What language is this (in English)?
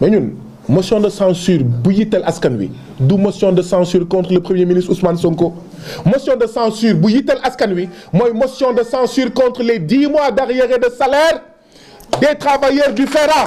Wolof